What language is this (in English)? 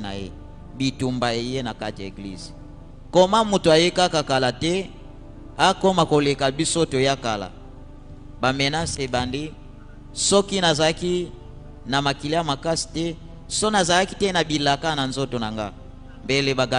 Lingala